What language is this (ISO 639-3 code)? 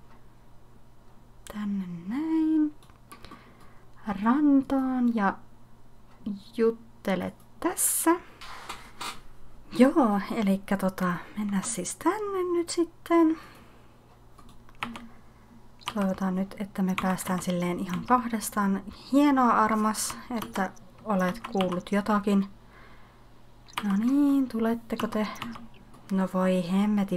fin